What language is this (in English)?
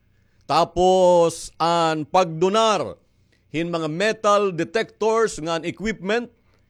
Waray